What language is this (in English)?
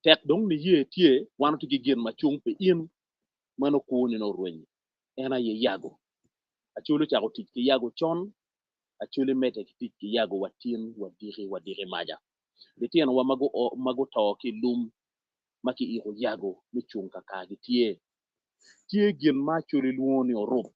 Acoli